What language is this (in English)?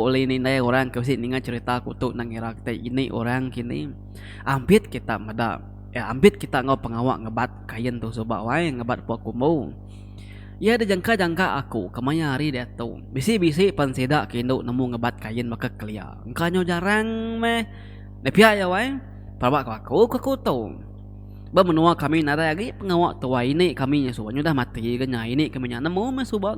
Iban